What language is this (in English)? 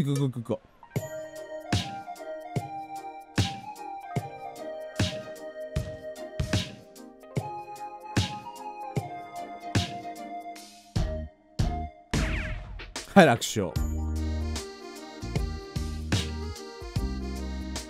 Japanese